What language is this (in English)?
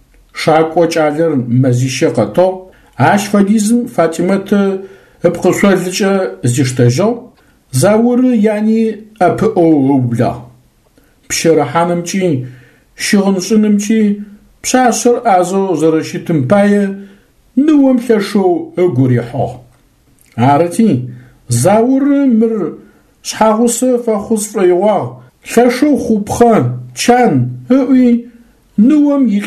Adyghe